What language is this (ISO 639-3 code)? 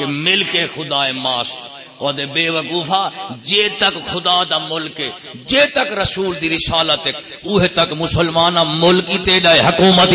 skr